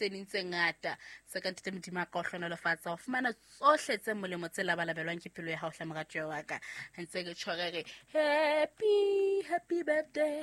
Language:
Southern Sotho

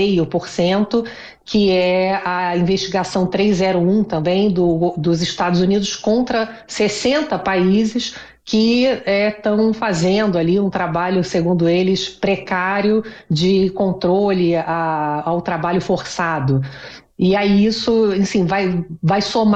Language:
Portuguese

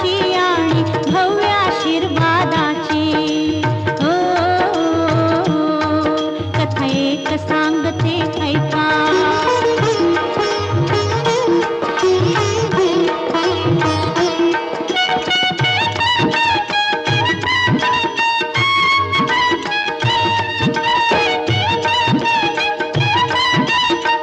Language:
Marathi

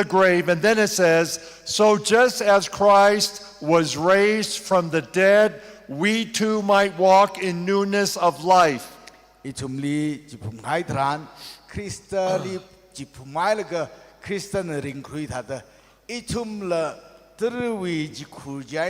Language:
Tangkhul Naga (India)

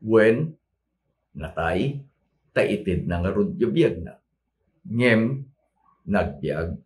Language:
Iloko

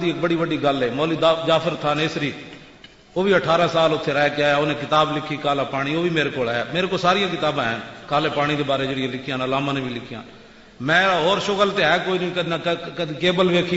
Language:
Western Panjabi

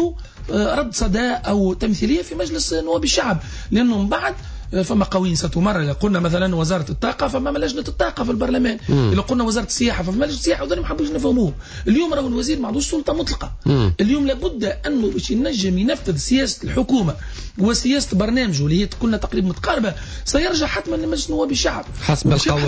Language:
Tunisian Arabic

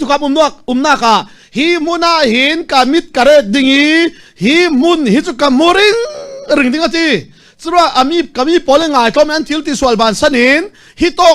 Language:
Falam Chin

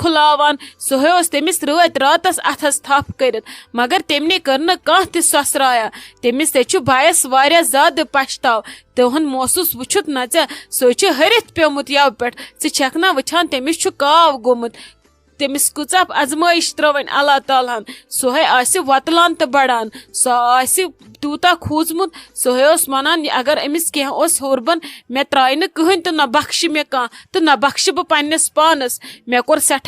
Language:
Kashmiri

